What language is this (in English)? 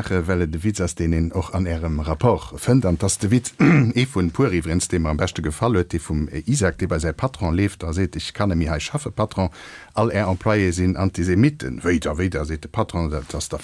Luxembourgish